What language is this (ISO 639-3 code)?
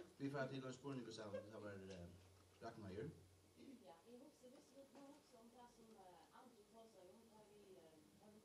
fao